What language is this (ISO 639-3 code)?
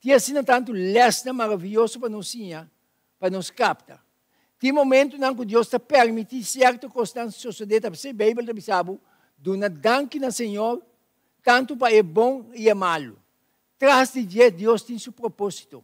pap